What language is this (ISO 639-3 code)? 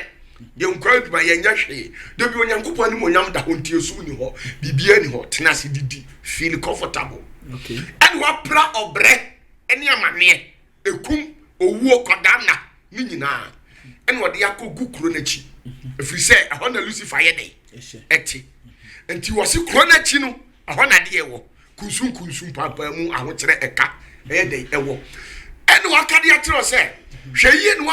aka